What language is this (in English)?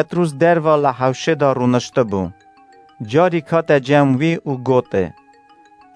Kurdish